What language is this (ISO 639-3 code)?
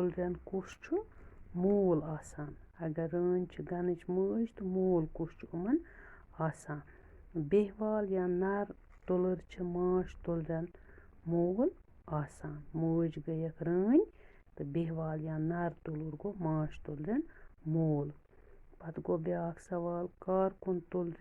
kas